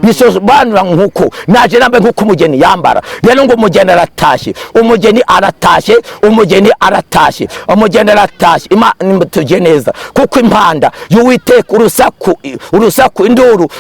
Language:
Kinyarwanda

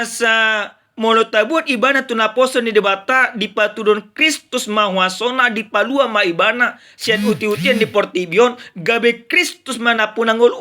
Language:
Batak Toba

